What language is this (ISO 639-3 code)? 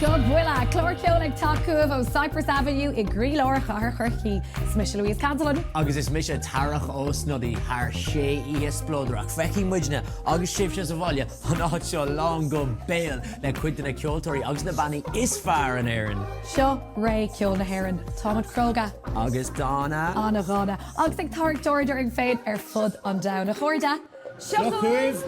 gle